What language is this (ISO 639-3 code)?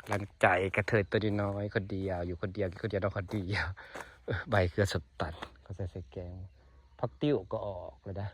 lao